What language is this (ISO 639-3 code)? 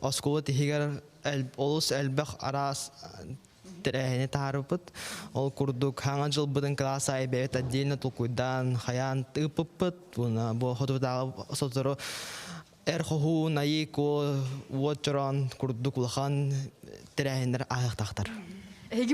sah